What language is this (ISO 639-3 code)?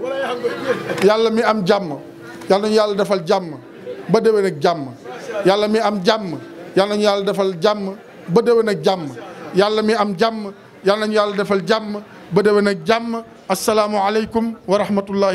wol